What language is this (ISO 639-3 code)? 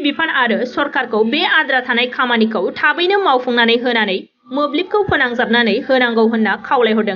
brx